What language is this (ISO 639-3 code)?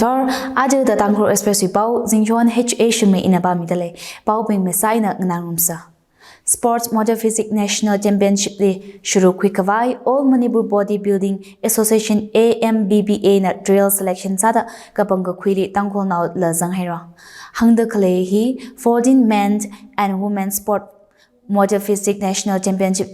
nmf